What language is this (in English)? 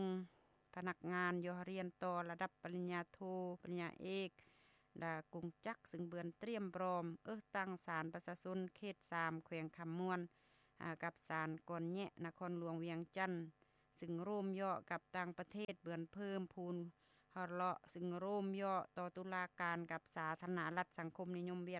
Lao